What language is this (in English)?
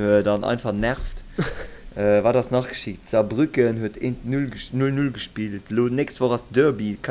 Luxembourgish